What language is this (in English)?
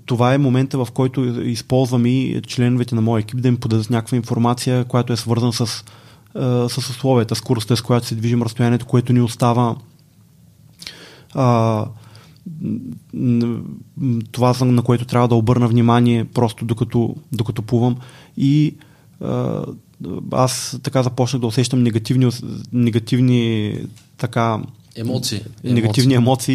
Bulgarian